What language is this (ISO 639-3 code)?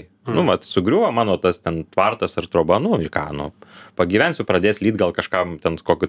lit